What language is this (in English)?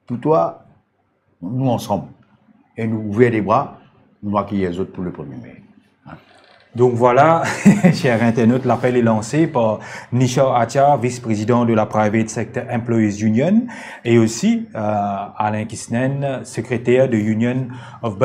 Morisyen